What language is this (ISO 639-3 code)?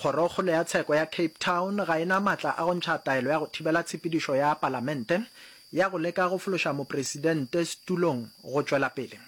nso